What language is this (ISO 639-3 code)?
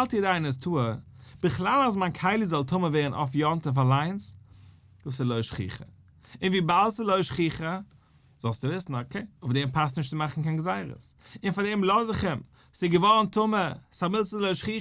yid